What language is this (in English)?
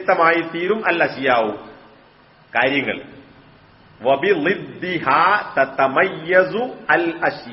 Malayalam